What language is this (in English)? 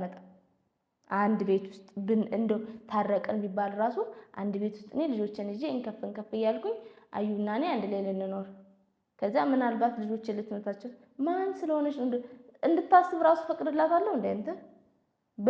Amharic